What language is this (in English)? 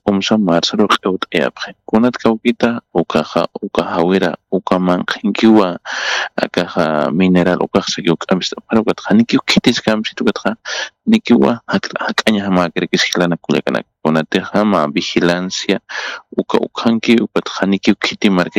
Aymara